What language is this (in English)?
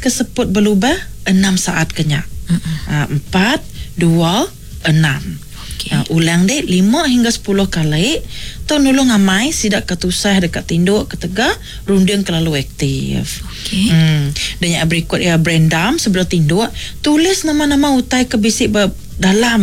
Iban